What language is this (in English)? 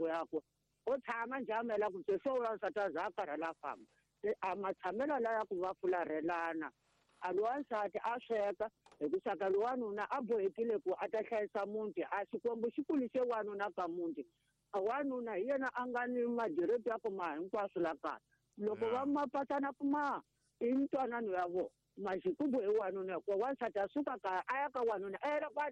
Tsonga